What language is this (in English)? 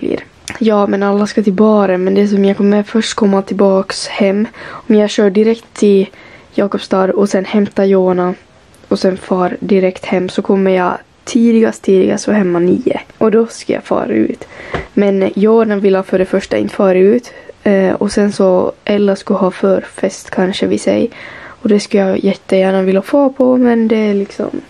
Swedish